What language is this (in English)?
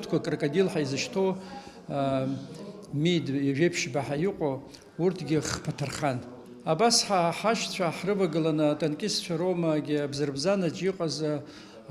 Abkhazian